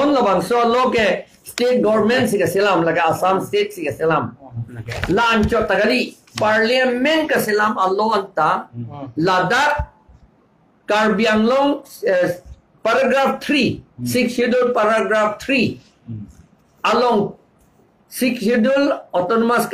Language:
Karbi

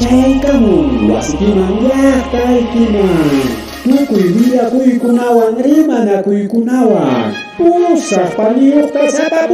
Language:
Ayacucho Quechua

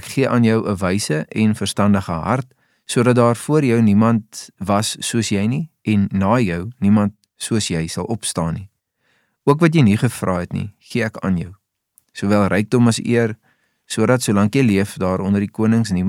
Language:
Afrikaans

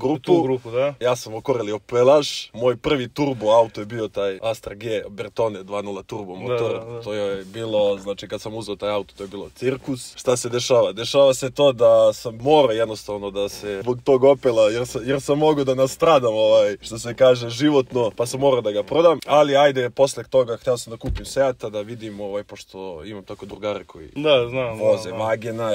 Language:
Serbian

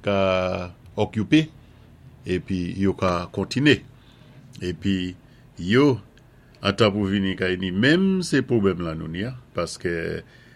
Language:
Saint Lucian Creole French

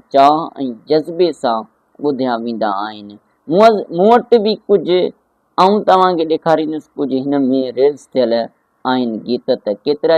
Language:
Sindhi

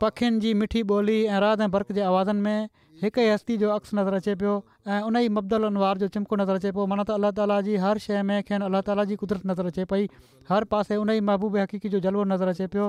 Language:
Sindhi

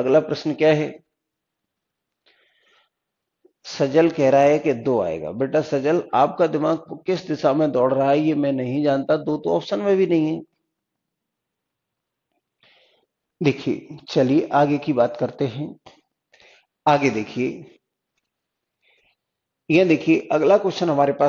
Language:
Hindi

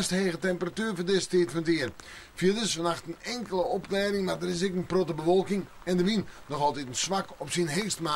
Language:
Western Frisian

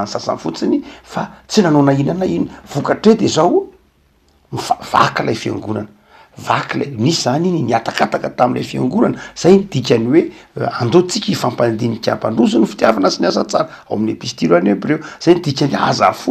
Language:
Malagasy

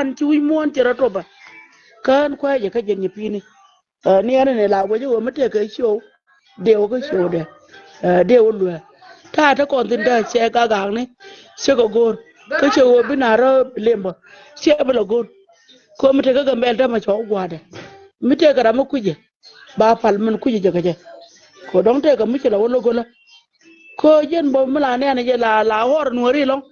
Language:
Nuer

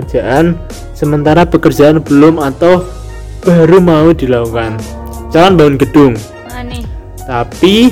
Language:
Indonesian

